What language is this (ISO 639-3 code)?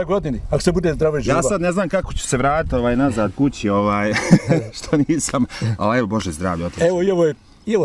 bos